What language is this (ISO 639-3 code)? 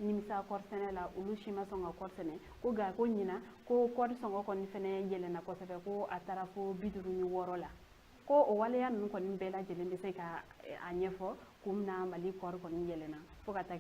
bam